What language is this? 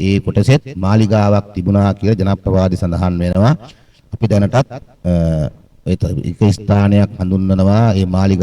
Sinhala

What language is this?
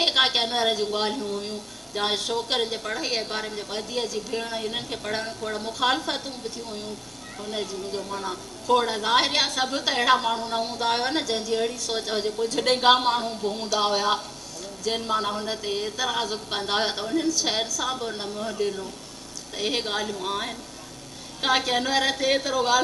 Sindhi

